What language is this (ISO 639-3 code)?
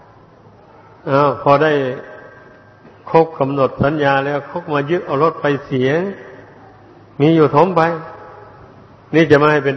tha